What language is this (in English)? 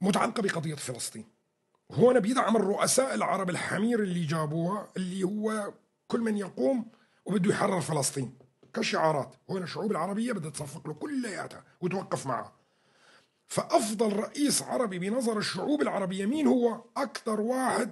North Levantine Arabic